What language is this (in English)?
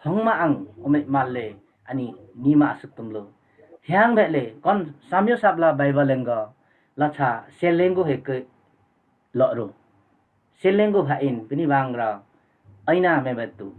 Limbu